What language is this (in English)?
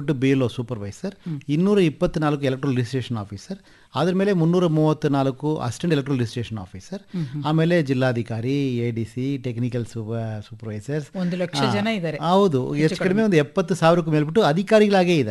Kannada